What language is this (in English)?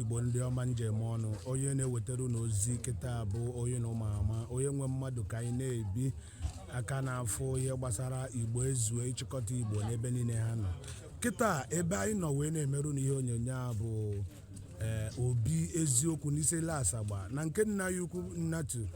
Igbo